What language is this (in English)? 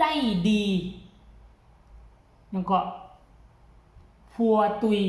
Lao